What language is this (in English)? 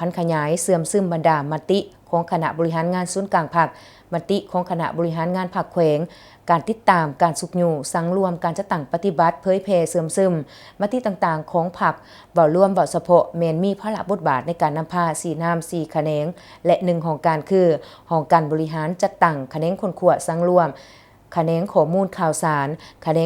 Lao